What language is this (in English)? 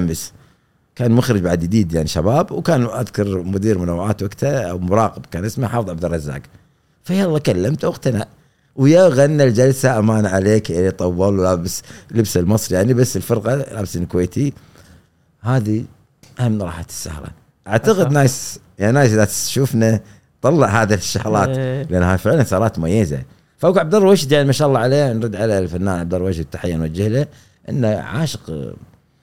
Gulf Arabic